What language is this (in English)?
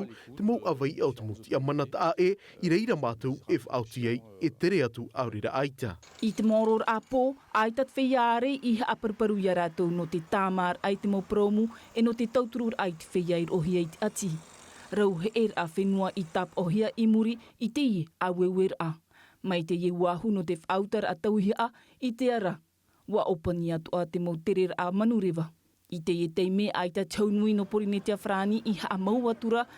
Tahitian